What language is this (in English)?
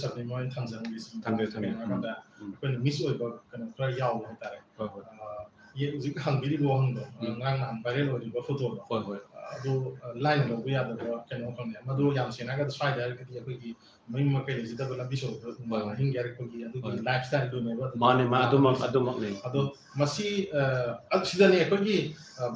Manipuri